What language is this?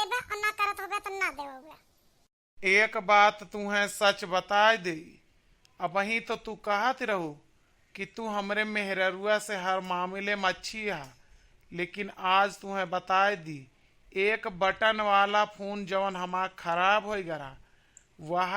Awadhi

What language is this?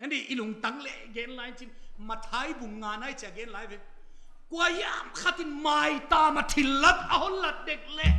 Paite Chin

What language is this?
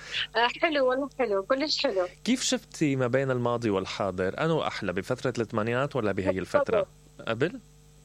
Mesopotamian Arabic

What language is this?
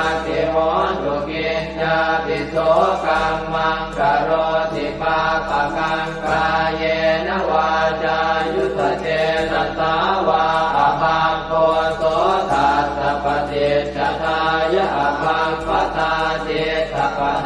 Pali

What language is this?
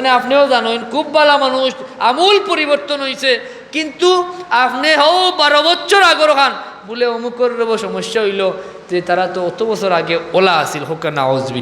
Sylheti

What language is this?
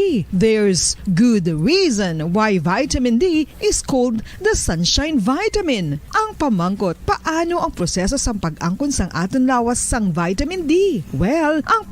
Hiligaynon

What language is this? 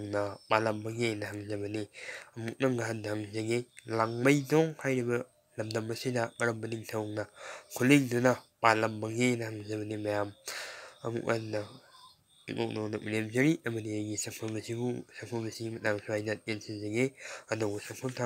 Manipuri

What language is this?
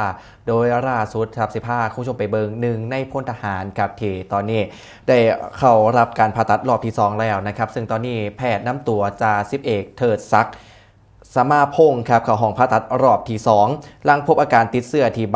Northeastern Thai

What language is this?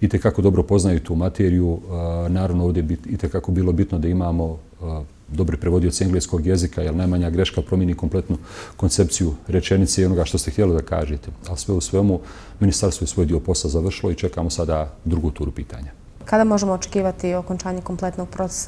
Bosnian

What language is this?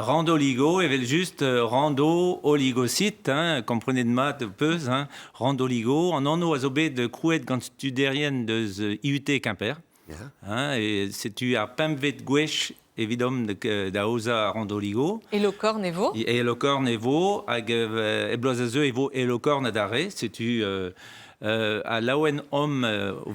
Breton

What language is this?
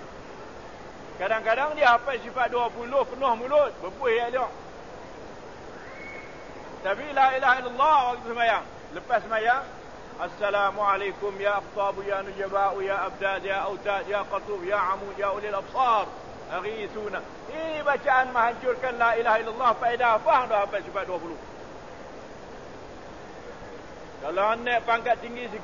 Malay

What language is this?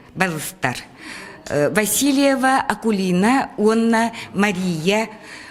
Yakut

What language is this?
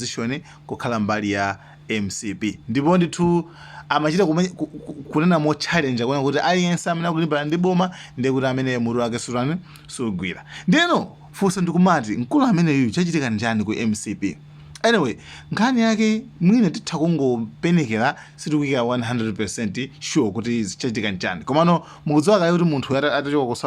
Nyanja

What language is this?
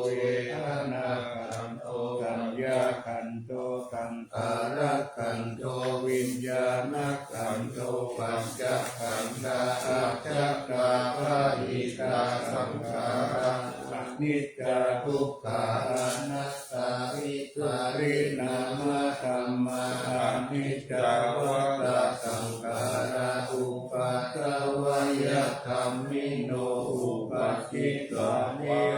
Pali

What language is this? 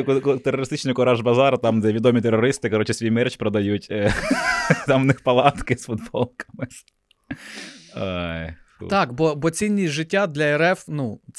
Ukrainian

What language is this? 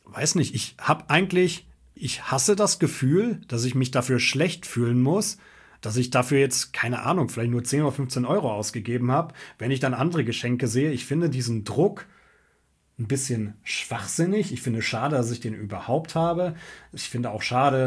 German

